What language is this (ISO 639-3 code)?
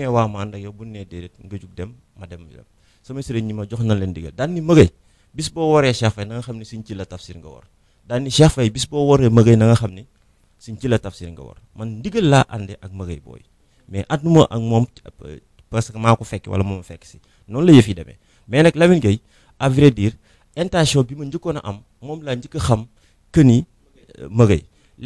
wol